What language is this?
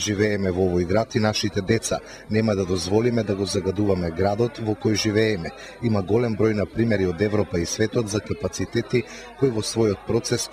Macedonian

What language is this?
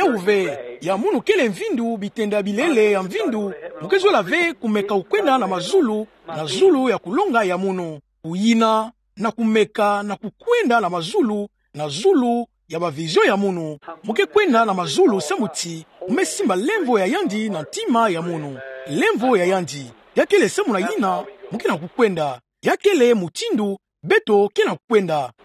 Kituba (Democratic Republic of Congo)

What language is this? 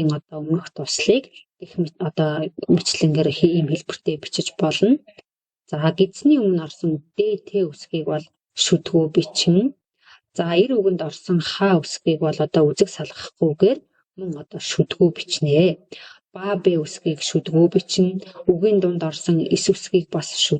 Mongolian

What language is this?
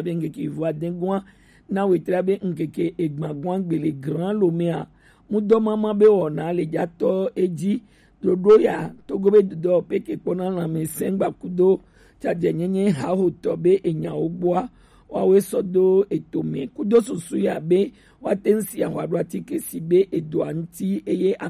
Gen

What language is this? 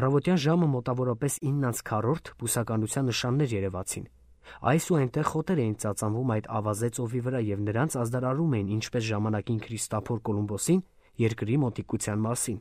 Armenian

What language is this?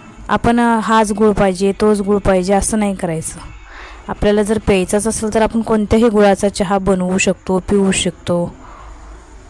Marathi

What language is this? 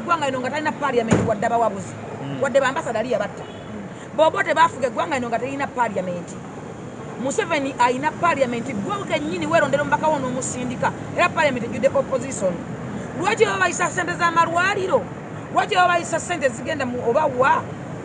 Ganda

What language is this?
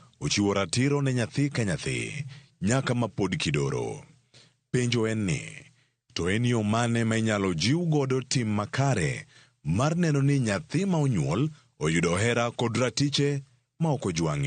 Luo (Kenya and Tanzania)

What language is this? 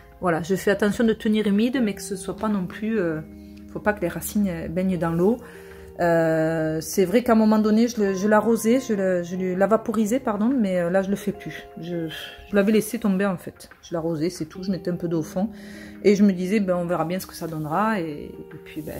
French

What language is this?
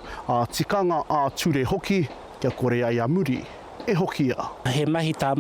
Māori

